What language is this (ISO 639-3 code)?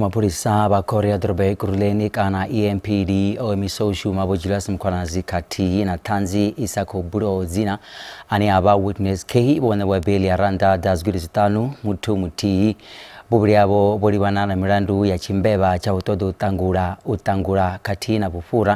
ven